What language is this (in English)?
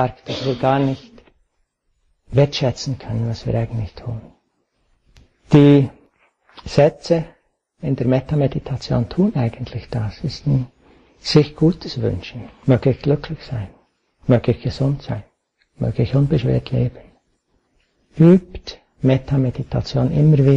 German